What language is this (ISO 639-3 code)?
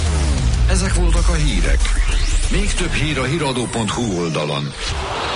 hun